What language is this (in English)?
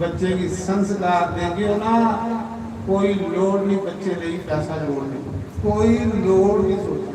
Dogri